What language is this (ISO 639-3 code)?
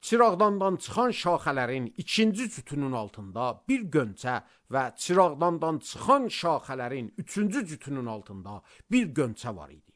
aze